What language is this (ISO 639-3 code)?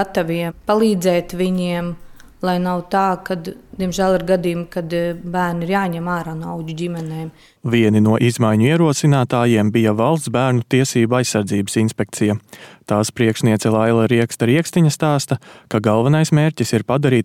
lav